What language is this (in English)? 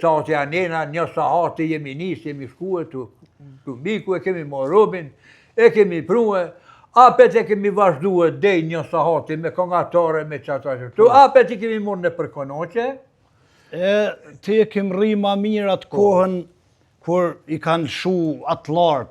Albanian